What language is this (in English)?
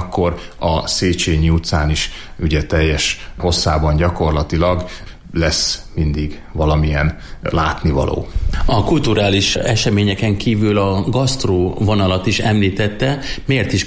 Hungarian